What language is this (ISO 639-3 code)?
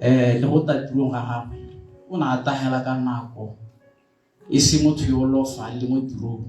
tsn